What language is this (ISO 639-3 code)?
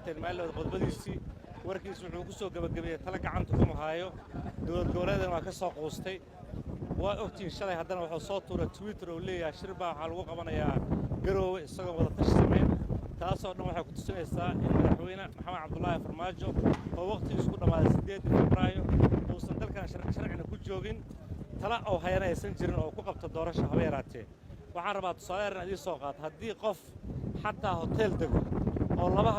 som